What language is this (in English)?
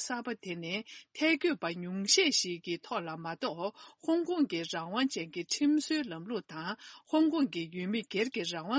Tibetan